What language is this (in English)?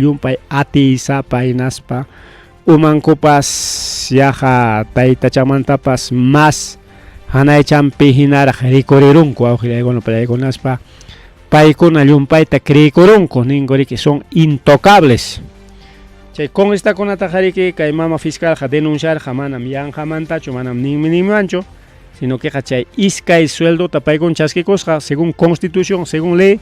Ayacucho Quechua